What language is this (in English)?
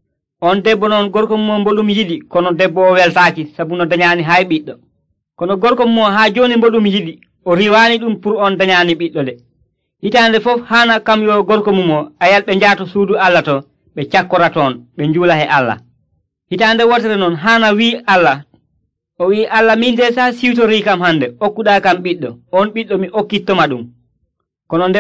Nigerian Fulfulde